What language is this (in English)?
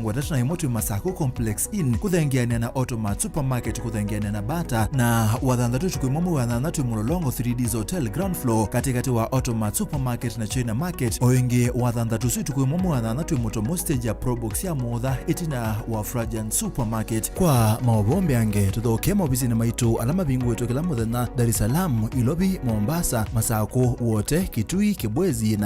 Kamba